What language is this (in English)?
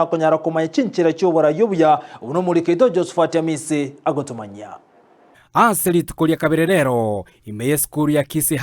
Gusii